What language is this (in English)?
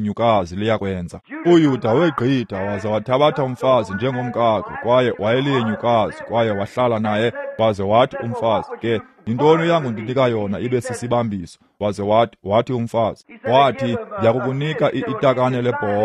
Xhosa